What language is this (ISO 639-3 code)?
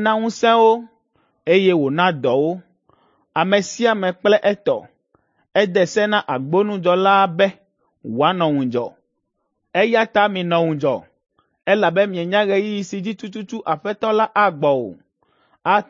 ewe